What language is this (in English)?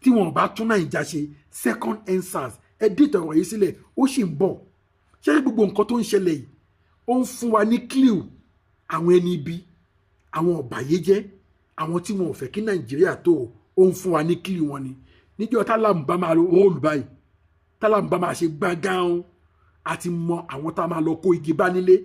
Yoruba